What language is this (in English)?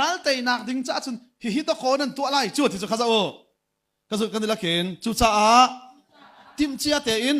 Hakha Chin